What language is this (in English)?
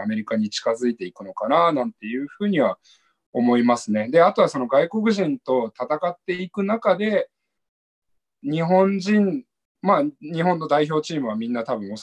Japanese